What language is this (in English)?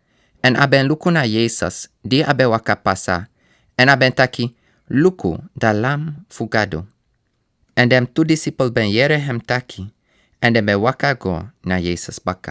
Sranan Tongo